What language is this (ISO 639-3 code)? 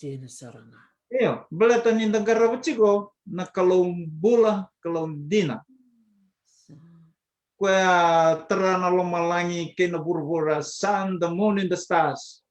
fij